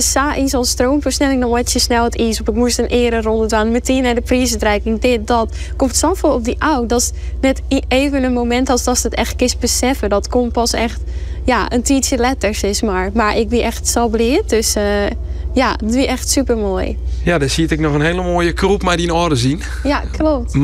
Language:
Western Frisian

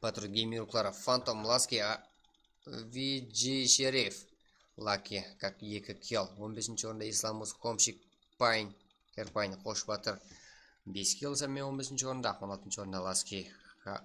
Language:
Kara-Kalpak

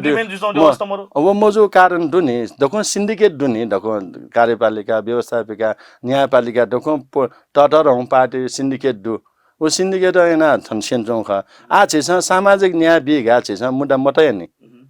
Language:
Newari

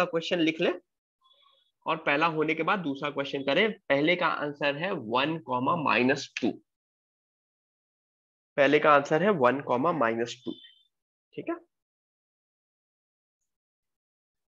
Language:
Hindi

